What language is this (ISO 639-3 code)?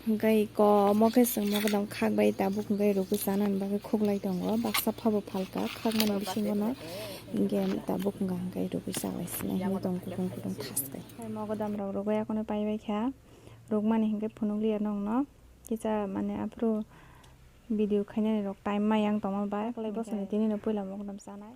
trp